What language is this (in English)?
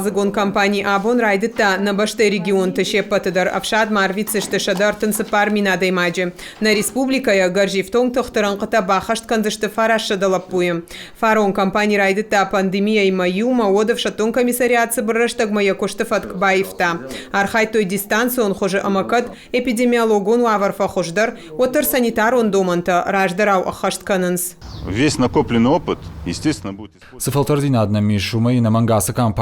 Ossetic